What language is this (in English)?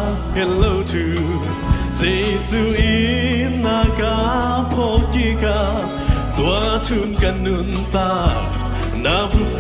Tedim Chin